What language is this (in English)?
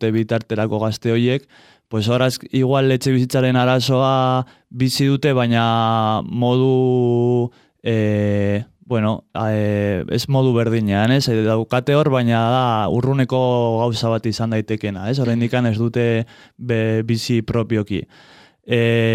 Basque